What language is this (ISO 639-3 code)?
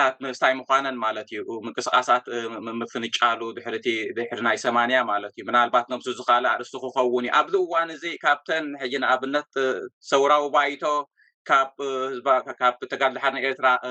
tir